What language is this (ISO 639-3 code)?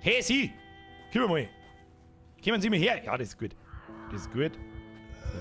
bar